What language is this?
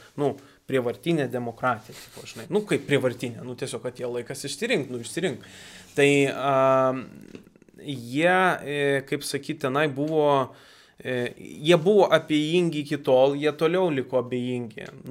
Lithuanian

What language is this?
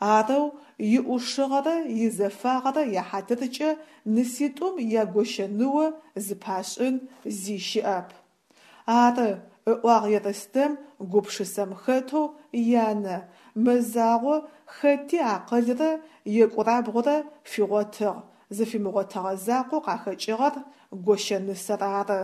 Adyghe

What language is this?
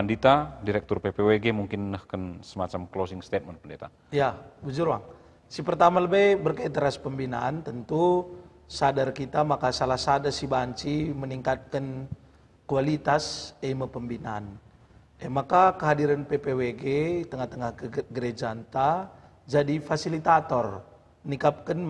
Batak Karo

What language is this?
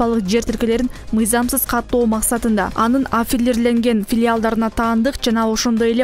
Kyrgyz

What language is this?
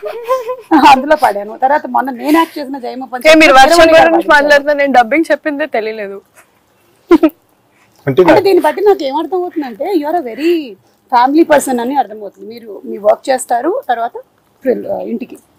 Telugu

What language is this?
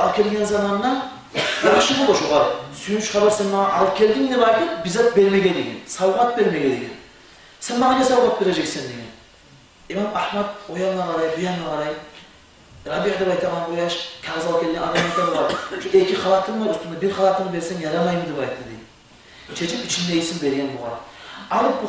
Kumyk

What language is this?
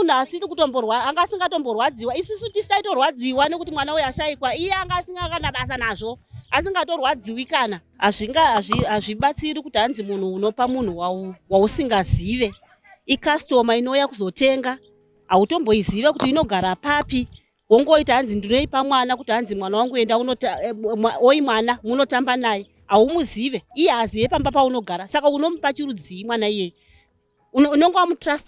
Shona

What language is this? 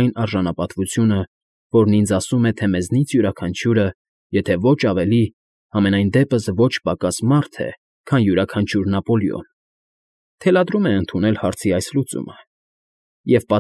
Armenian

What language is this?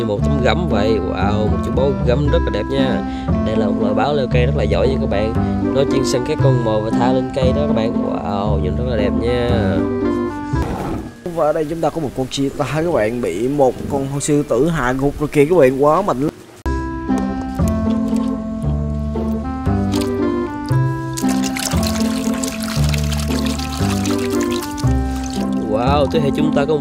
Vietnamese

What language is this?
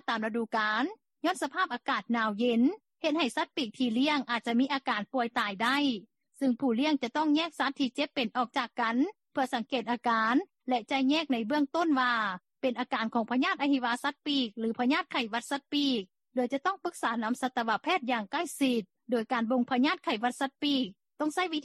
Lao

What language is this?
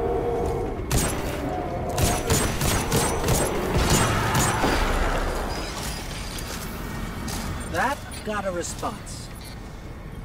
English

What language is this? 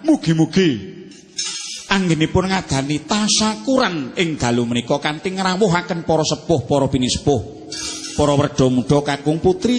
Javanese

